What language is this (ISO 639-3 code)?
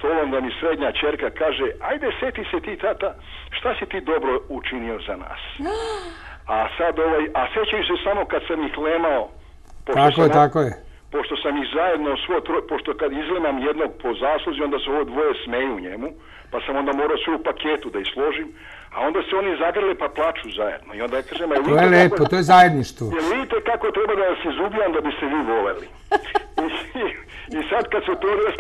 srp